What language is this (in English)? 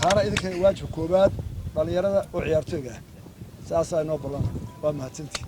Somali